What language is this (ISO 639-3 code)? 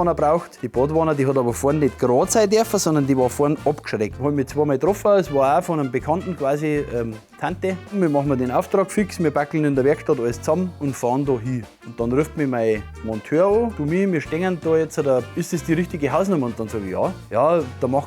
bar